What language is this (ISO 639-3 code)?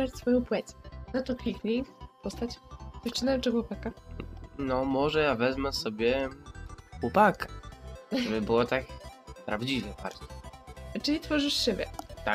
pol